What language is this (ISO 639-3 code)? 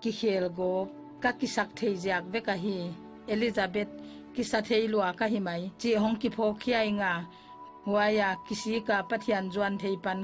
pck